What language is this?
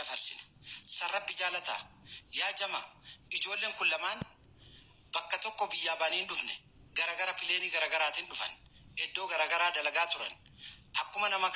Oromo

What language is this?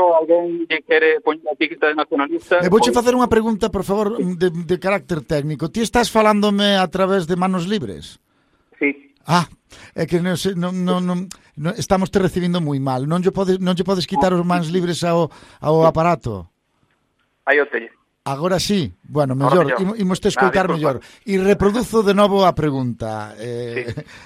Galician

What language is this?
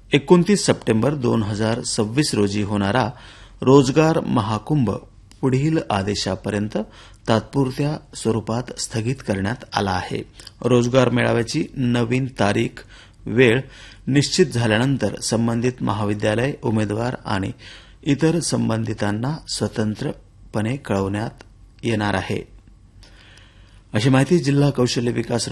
Marathi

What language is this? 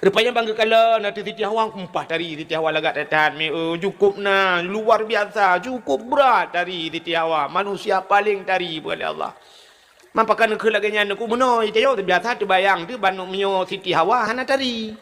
Achinese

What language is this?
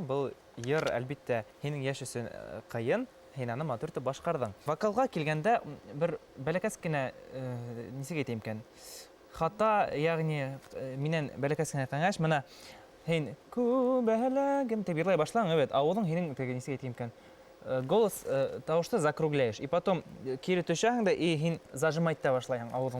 Bashkir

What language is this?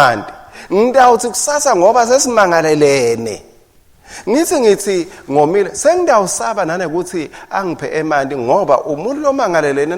Swati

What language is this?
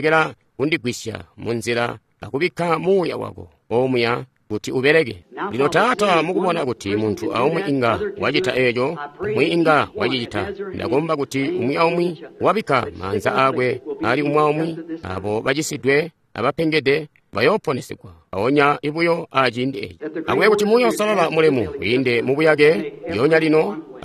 Tonga (Zambia)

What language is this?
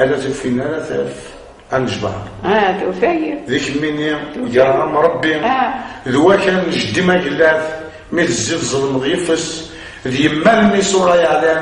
Kabyle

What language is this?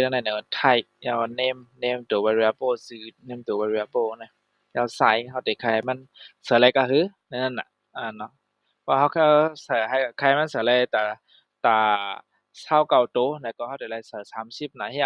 Shan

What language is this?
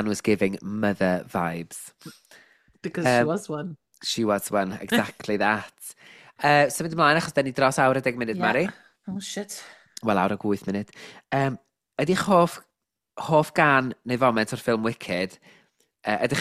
Welsh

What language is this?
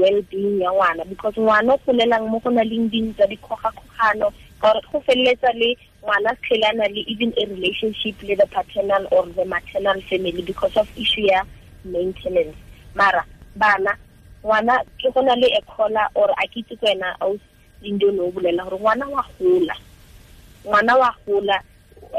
Tswana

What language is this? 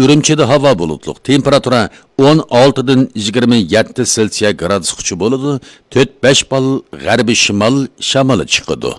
Uyghur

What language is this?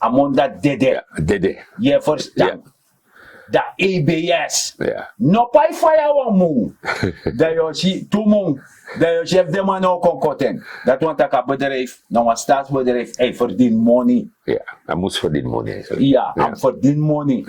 Sranan Tongo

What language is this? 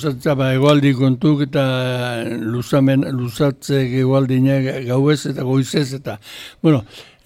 Basque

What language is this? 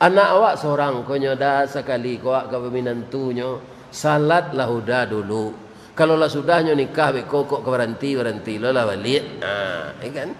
Minangkabau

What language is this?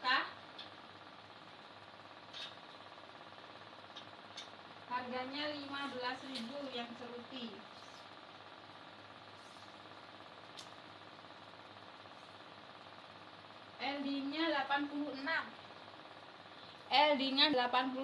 Indonesian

